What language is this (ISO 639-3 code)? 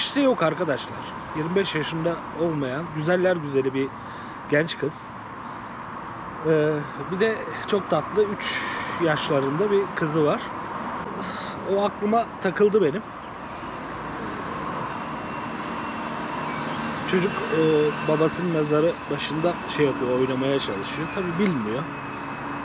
tur